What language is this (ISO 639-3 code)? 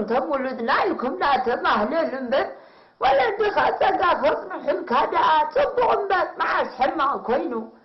tir